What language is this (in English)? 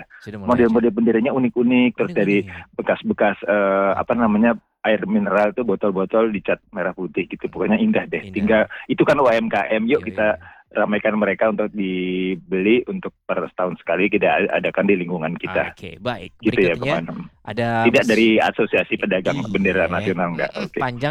Indonesian